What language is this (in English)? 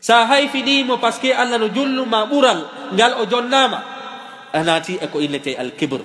Fula